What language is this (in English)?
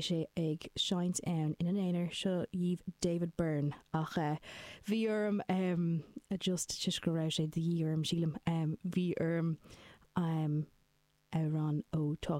Irish